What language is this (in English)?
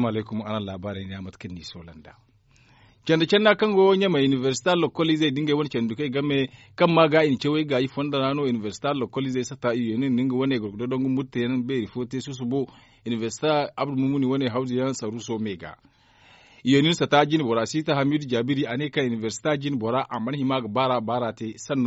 Zarma